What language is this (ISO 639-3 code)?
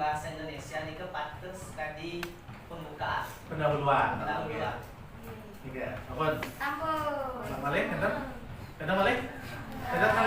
ban